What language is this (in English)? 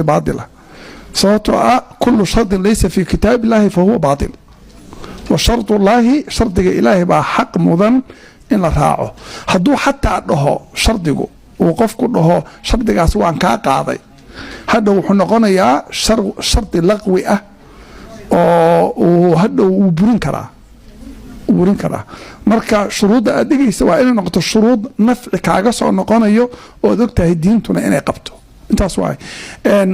Somali